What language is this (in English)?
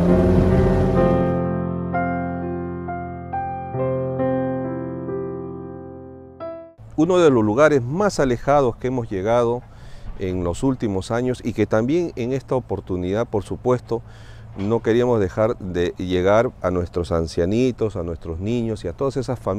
Spanish